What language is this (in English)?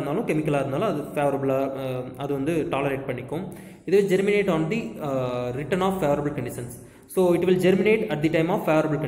Tamil